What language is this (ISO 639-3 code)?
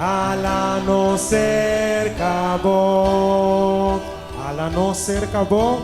pap